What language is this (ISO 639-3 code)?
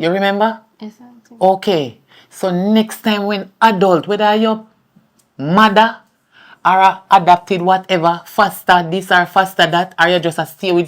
jam